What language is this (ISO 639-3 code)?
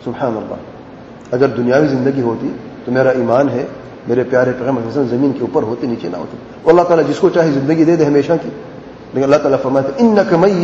urd